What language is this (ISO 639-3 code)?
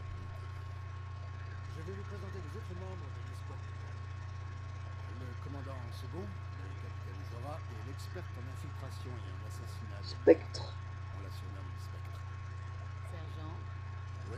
fra